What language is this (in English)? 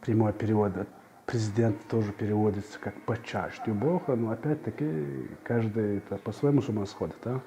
Chechen